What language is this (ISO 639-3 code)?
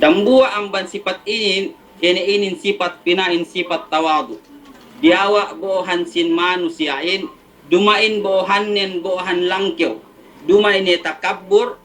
yka